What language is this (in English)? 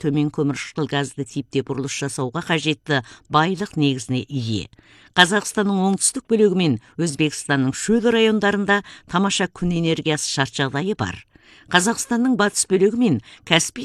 Kazakh